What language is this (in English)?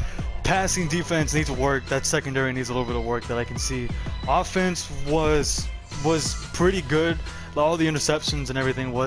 English